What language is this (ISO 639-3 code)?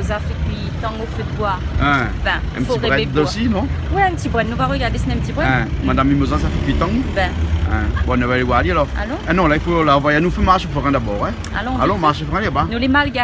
rcf